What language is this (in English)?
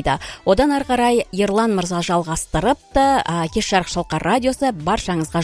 Kazakh